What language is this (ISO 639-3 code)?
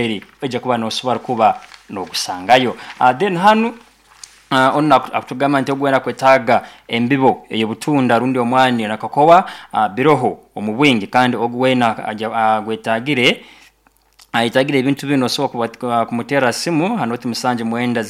nyo